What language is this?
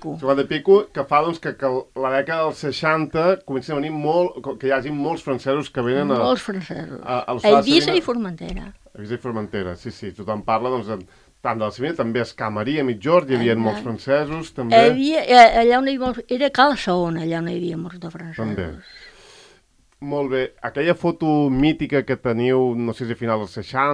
Catalan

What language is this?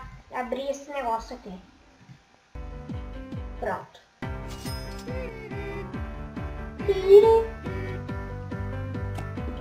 Portuguese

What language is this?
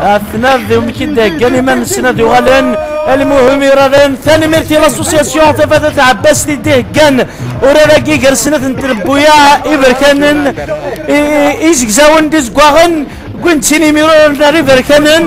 Kabyle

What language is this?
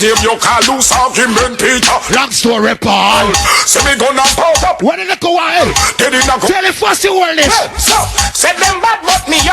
Jamaican Creole English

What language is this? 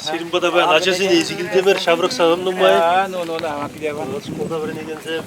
Chuvash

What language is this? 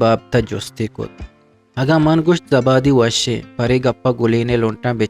Eastern Balochi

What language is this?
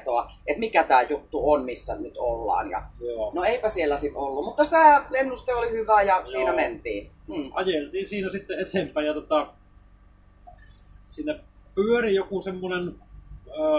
Finnish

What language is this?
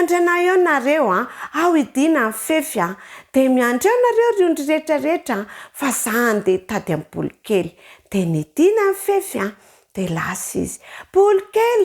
Malagasy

